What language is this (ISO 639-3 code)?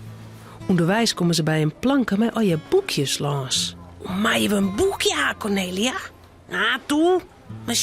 fry